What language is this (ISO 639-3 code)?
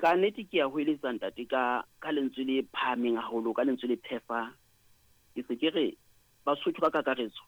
sot